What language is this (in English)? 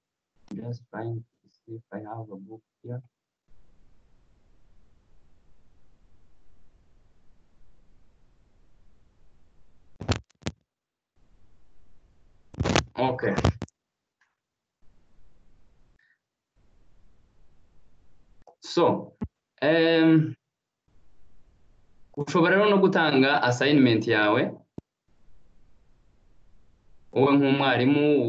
Kinyarwanda